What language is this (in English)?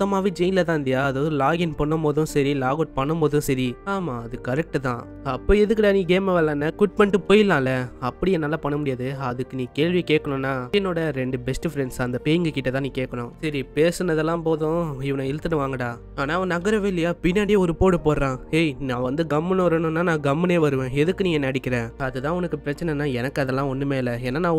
Tamil